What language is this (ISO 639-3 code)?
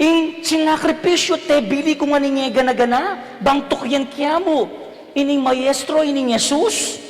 pam